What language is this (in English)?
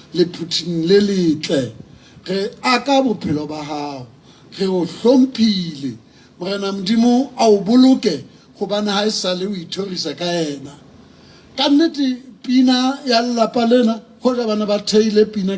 Southern Sotho